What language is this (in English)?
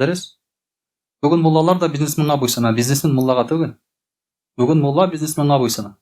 Tatar